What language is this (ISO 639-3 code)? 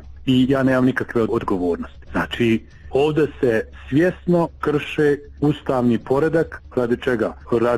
bos